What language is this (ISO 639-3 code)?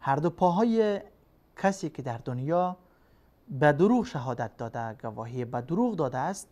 fas